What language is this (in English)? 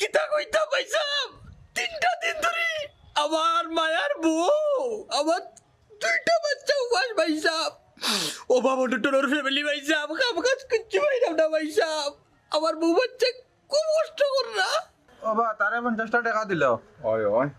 Sylheti